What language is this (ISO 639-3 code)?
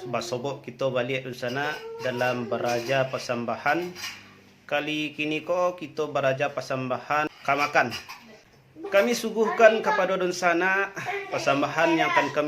min